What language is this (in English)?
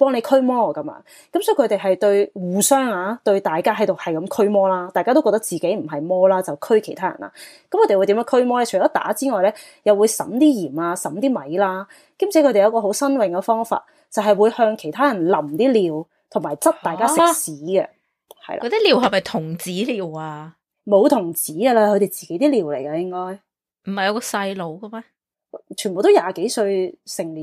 Cantonese